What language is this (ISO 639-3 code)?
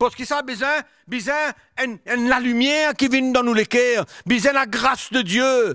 mfe